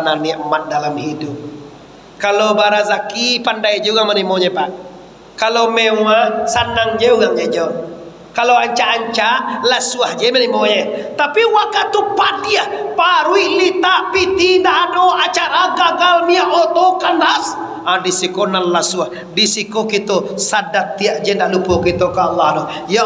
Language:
Minangkabau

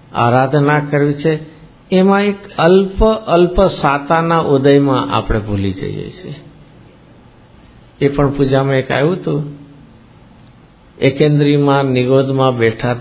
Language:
Gujarati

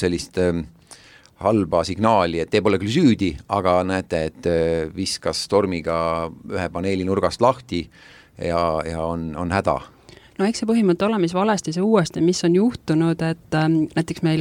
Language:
Estonian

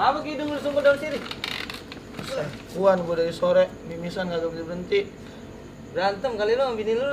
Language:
Betawi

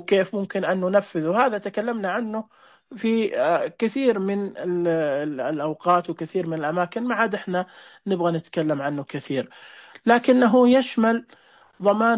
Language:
Najdi Arabic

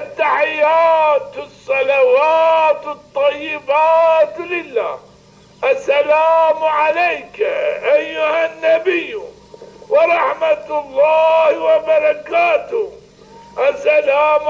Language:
Zaza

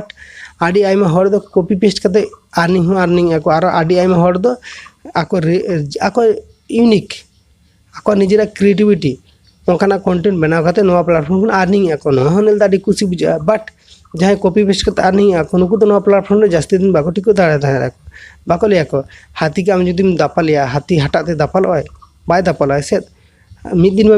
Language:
Santali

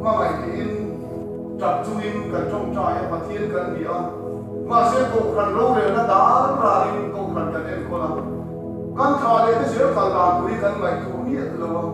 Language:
Mizo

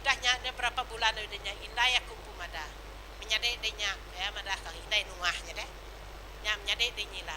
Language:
Iban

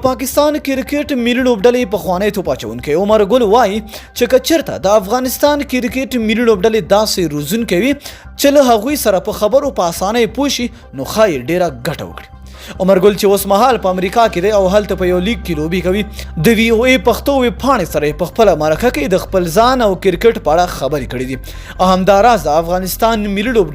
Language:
Pashto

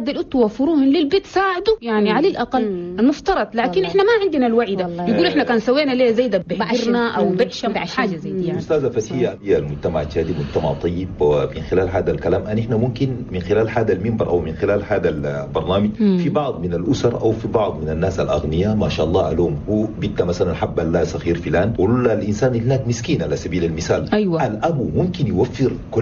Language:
Chadian Arabic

